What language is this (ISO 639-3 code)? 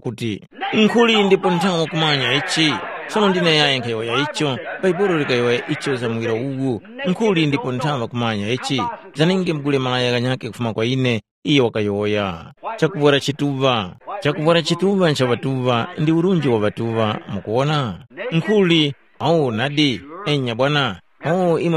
tum